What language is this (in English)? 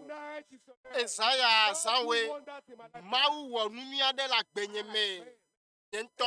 Ewe